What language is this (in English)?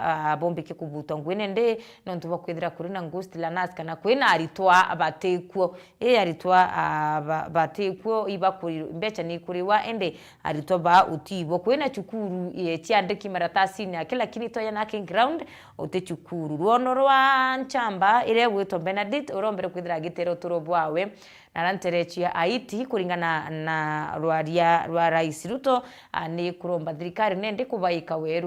Meru